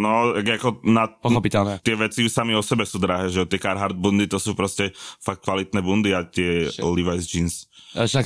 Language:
Slovak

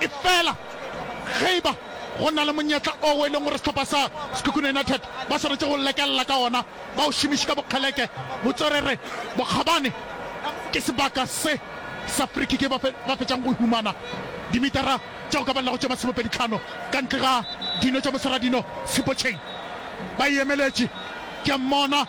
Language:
Northern Sotho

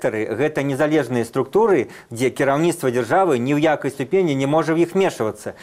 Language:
Belarusian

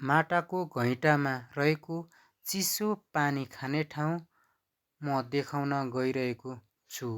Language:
Nepali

